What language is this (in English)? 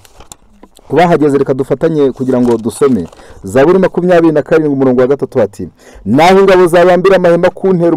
Kinyarwanda